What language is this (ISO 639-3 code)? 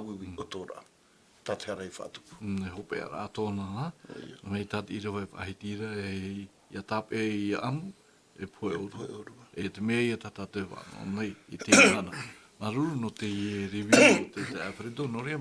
tah